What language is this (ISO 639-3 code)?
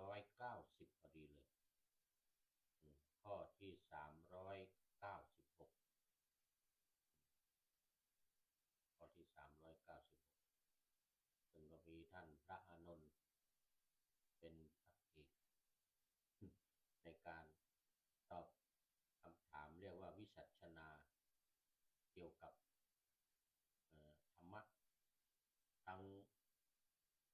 tha